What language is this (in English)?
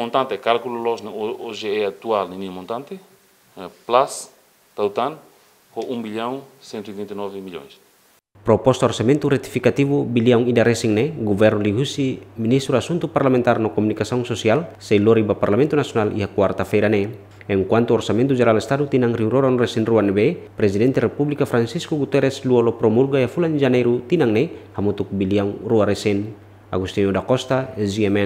Tetum